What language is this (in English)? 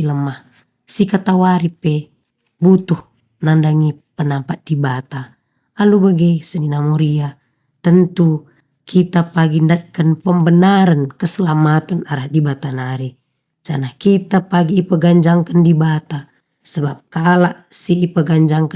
Batak Karo